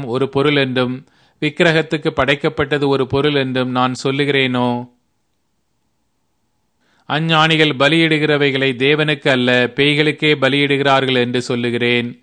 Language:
Tamil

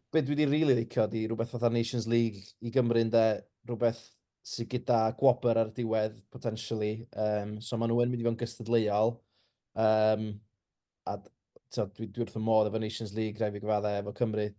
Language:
Welsh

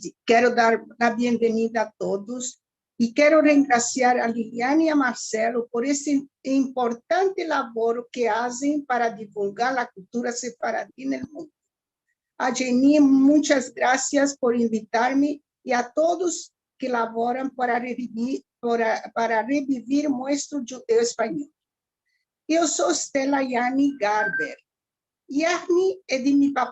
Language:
Ladino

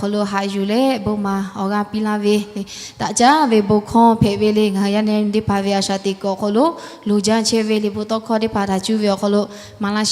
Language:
Lahu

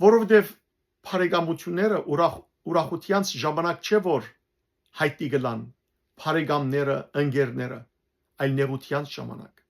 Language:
Western Armenian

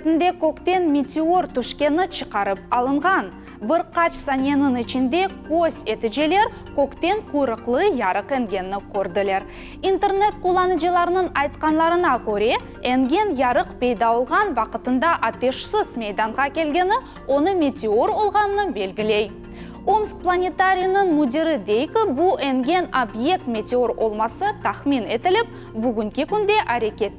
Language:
Crimean Tatar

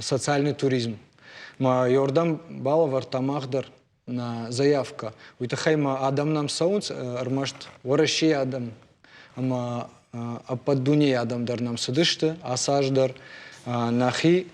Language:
Ossetic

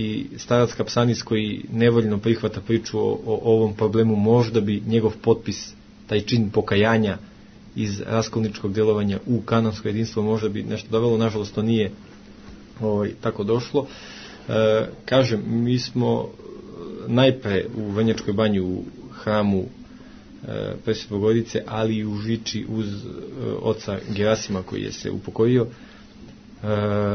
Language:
Serbian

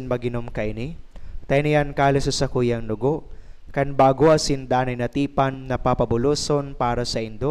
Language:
Bikol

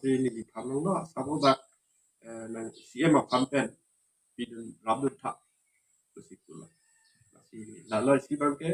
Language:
Karbi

